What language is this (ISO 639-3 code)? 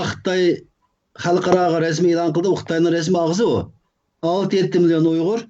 uig